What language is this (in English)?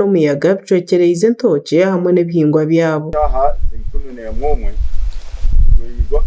Nyankole